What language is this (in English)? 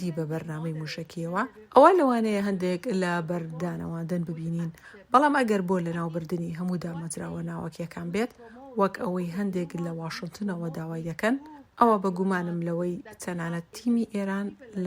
Central Kurdish